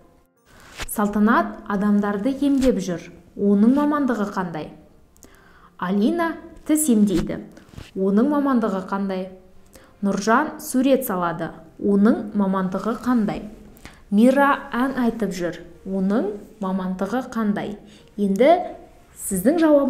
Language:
Kazakh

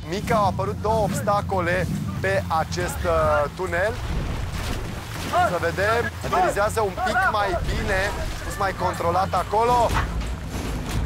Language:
Romanian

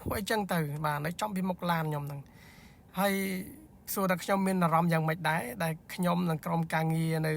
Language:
Khmer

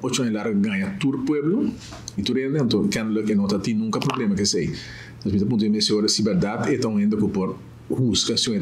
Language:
Papiamento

